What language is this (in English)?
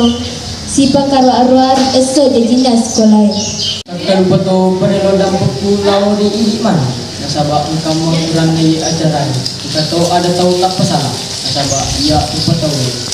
Buginese